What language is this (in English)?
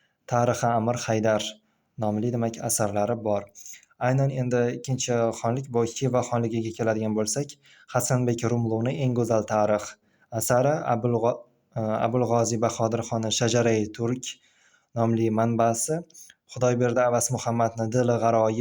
Uzbek